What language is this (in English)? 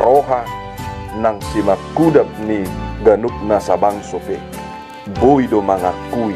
Batak Toba